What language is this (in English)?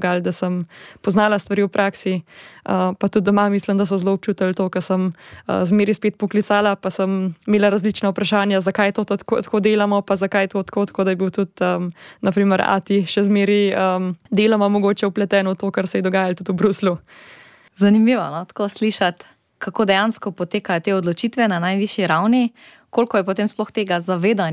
Slovenian